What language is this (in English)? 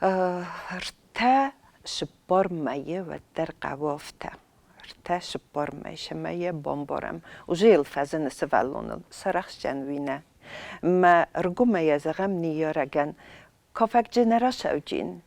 Ossetic